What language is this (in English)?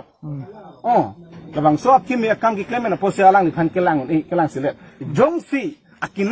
Karbi